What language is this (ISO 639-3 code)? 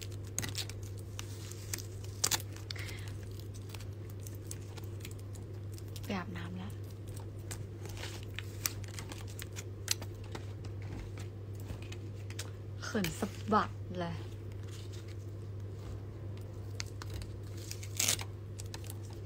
tha